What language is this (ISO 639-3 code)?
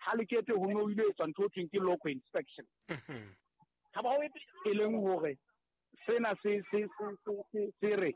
sot